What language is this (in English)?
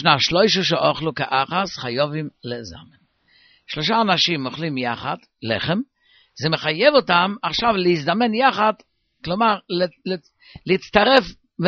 Hebrew